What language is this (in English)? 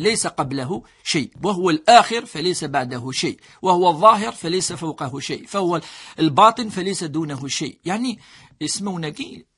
Kabyle